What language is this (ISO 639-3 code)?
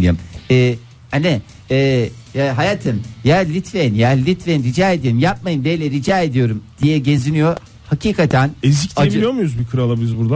tur